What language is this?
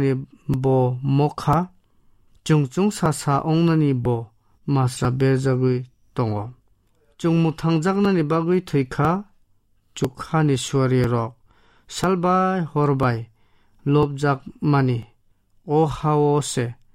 Kok Borok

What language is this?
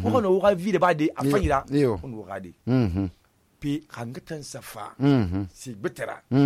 Susu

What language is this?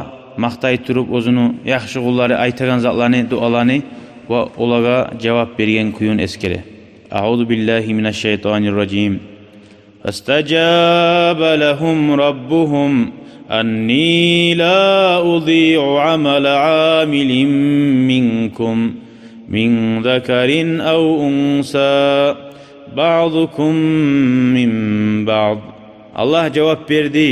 Kumyk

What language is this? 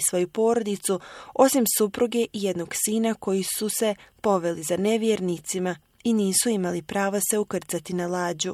Bosnian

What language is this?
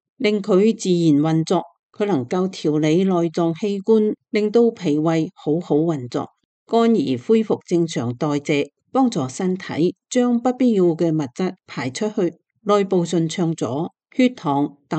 Cantonese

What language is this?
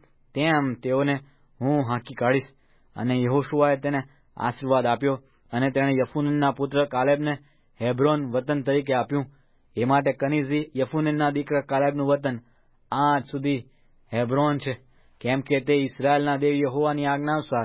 Gujarati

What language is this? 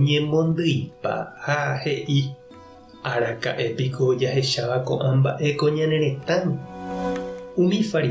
Guarani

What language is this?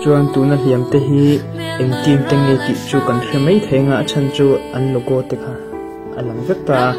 Hakha Chin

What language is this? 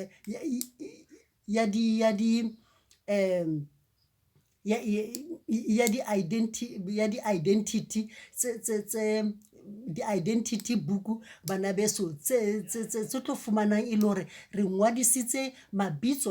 Southern Sotho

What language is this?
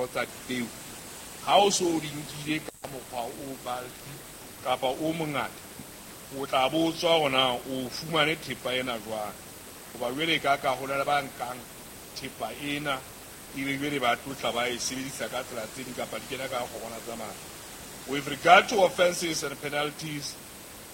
Southern Sotho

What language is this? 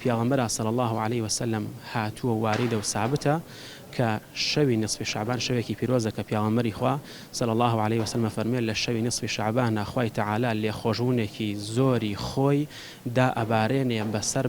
Central Kurdish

